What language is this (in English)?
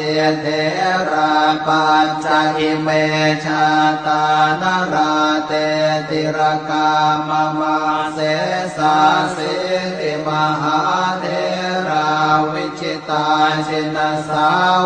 Pali